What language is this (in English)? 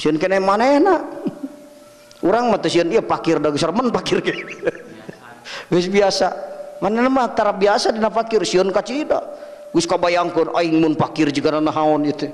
Sundanese